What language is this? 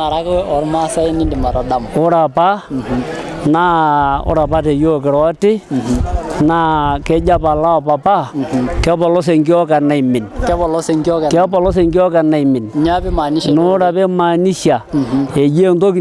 Masai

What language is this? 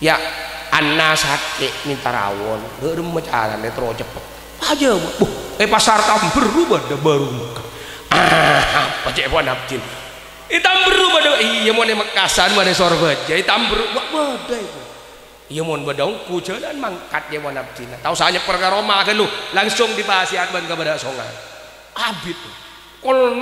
Madurese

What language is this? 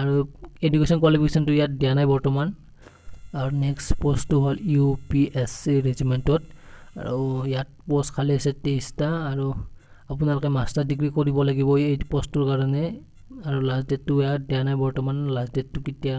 Assamese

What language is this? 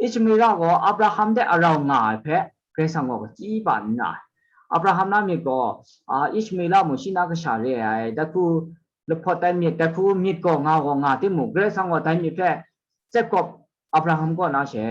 Kachin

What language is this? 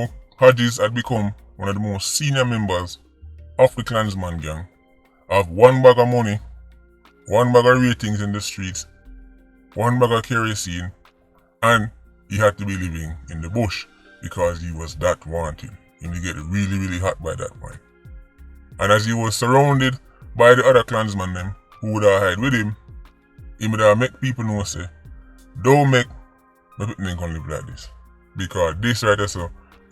Jamaican Creole English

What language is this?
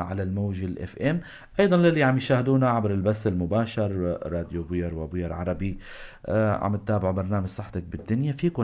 North Levantine Arabic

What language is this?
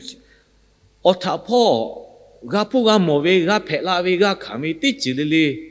Lahu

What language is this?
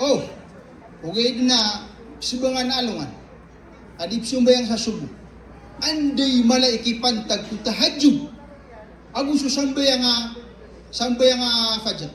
Maranao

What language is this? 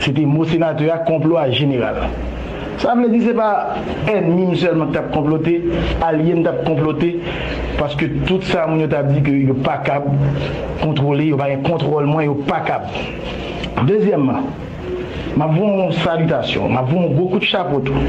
Haitian Creole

